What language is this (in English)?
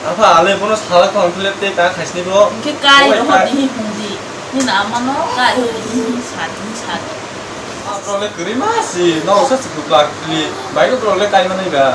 Kok Borok